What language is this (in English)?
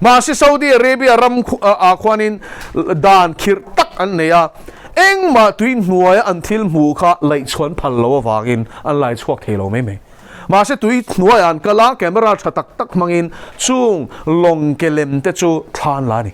Mizo